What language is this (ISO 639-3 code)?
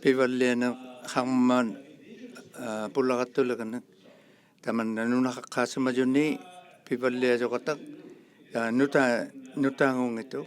iku